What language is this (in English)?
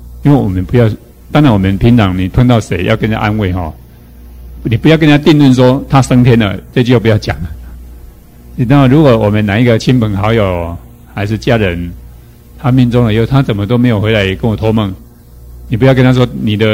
Chinese